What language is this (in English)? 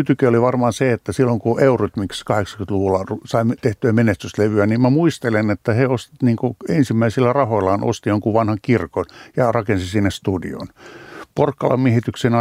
Finnish